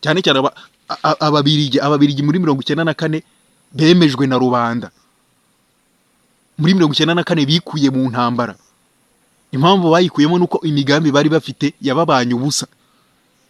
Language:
Kinyarwanda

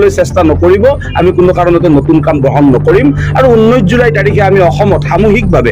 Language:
Assamese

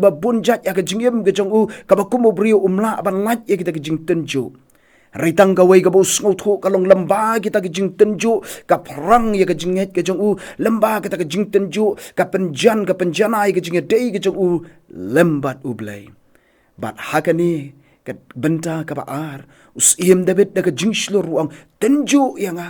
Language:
Khasi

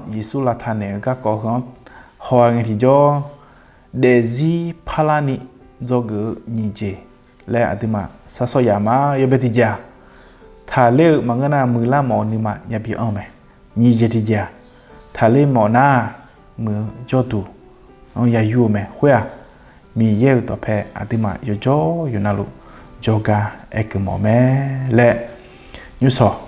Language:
Akha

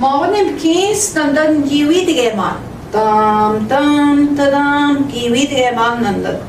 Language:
Central Ojibwa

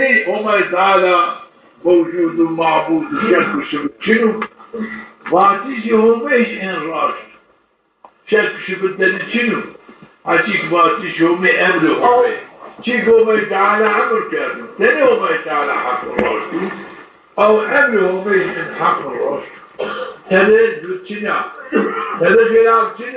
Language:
Zaza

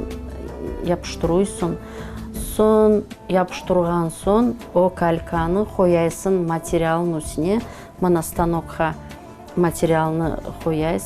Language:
Crimean Tatar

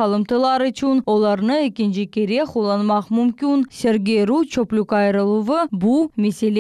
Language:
Crimean Tatar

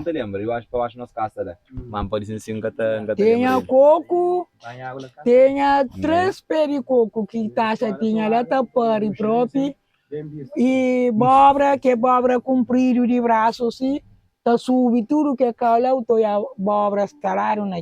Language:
Kabuverdianu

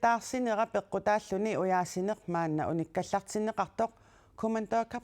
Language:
Kalaallisut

